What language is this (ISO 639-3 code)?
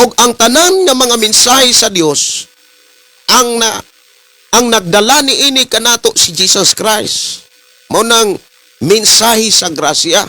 ceb